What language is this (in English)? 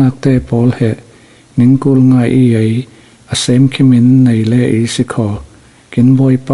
Falam Chin